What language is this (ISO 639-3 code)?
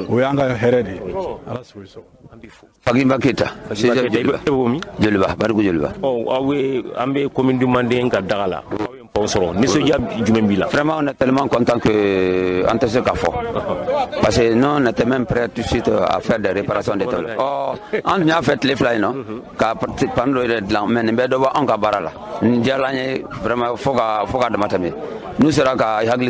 bam